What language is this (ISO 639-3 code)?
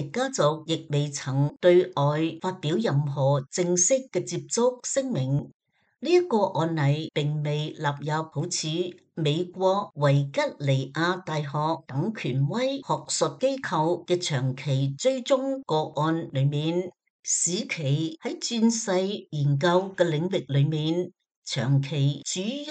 yue